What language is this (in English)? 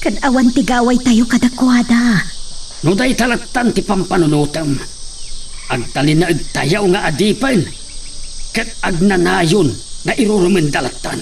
Iloko